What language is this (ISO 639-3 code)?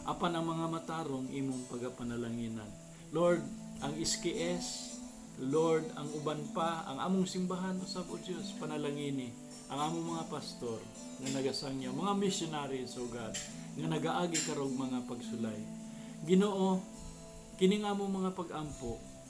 ceb